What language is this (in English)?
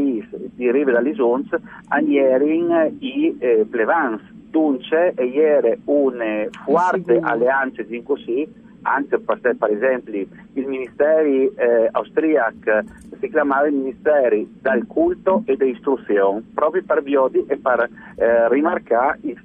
Friulian